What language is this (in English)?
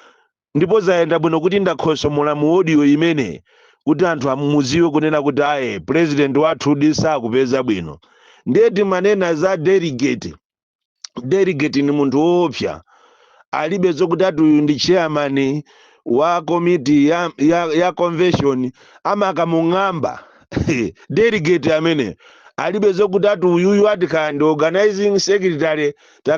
Nyanja